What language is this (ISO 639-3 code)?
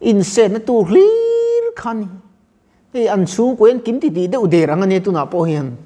lus